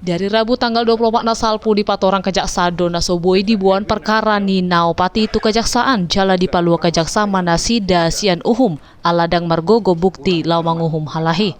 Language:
Batak Toba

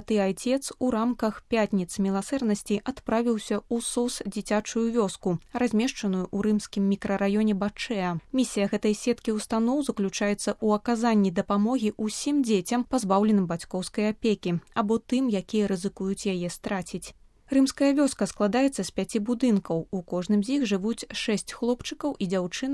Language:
Belarusian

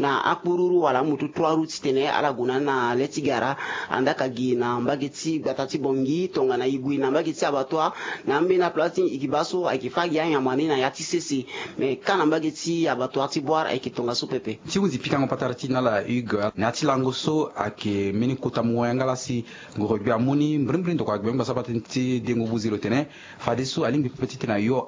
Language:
Sango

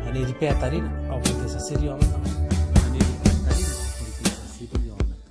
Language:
Gilbertese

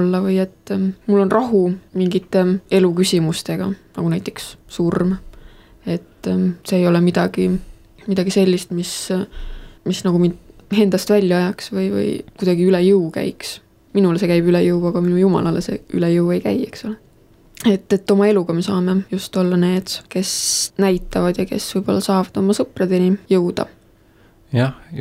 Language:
Estonian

